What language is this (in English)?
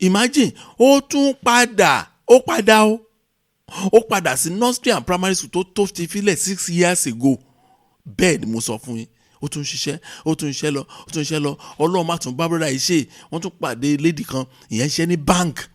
Yoruba